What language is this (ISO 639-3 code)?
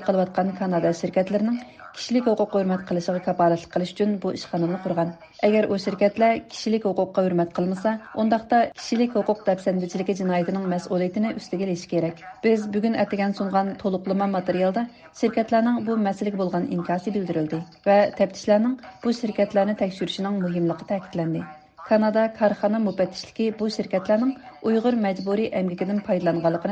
uig